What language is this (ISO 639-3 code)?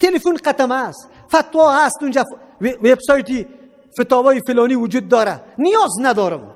fas